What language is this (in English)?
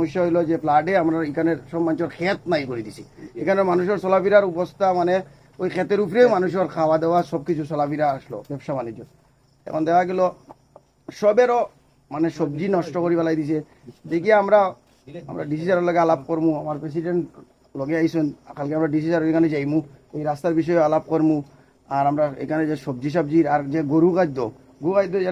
Sylheti